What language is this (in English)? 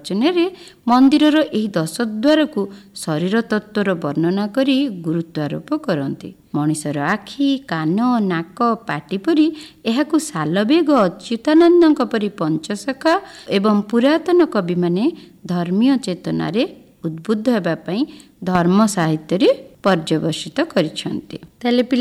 Odia